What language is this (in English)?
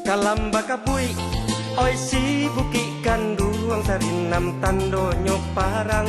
Minangkabau